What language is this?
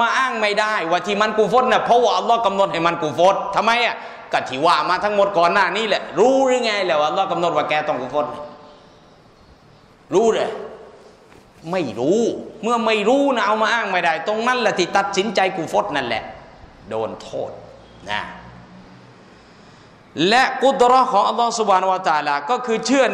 Thai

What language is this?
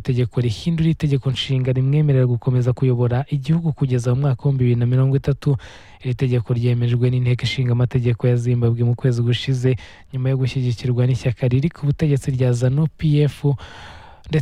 Kinyarwanda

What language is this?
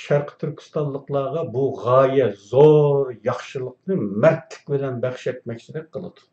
Uyghur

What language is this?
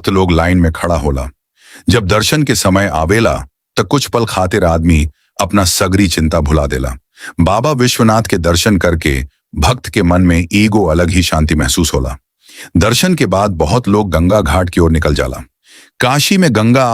Bhojpuri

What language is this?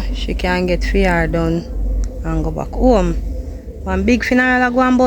Jamaican Creole English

